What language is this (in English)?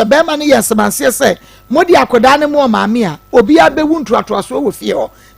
Akan